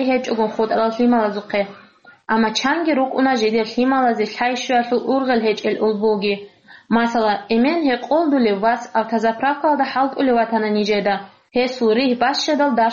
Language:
Avaric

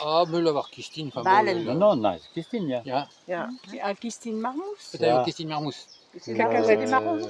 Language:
Breton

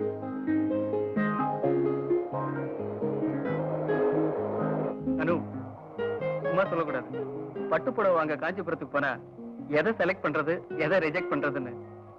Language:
Tamil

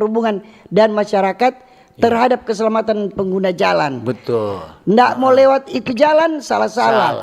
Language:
Manado Malay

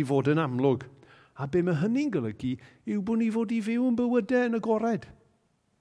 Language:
Welsh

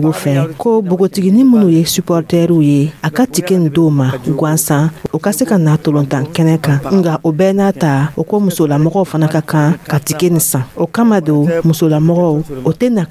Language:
Dyula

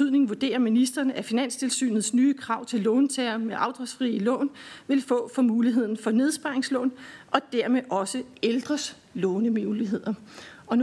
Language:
Danish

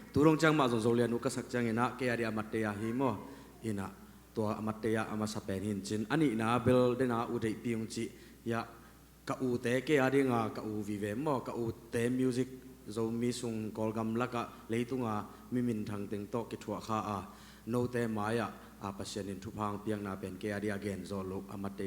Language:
Tedim Chin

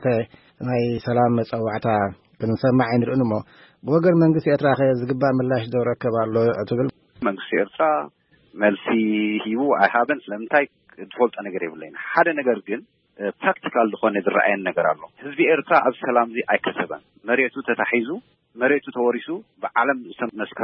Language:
Tigrinya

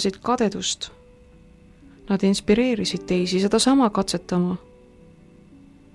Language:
Estonian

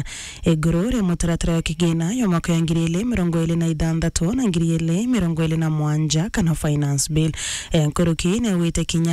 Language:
Meru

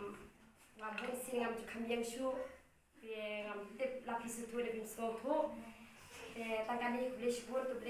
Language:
Khasi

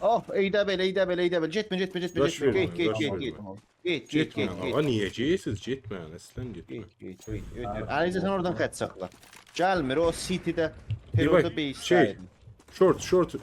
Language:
South Azerbaijani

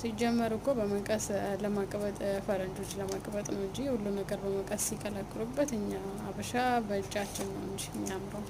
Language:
Amharic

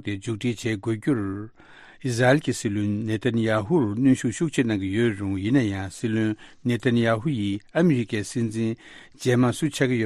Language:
Tibetan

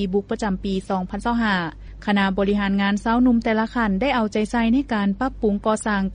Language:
Lao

